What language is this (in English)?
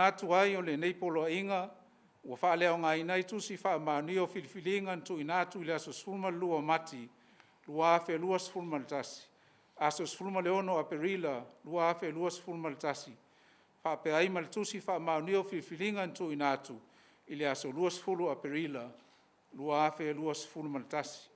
Samoan